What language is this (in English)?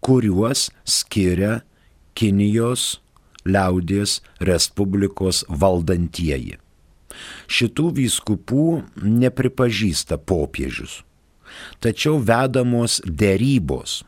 Lithuanian